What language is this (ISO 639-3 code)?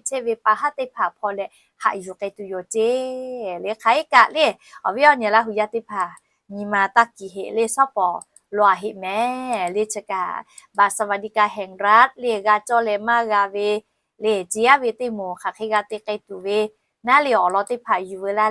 lhu